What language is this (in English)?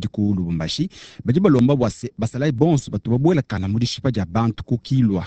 Luba-Lulua